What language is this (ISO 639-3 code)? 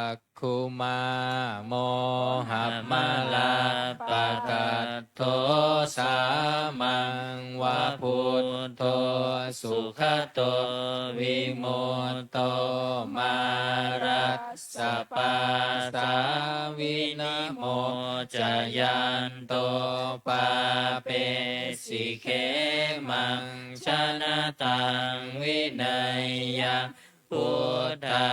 pli